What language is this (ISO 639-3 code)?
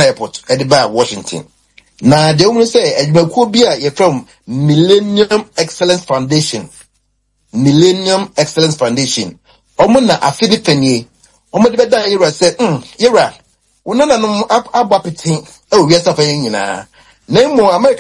aka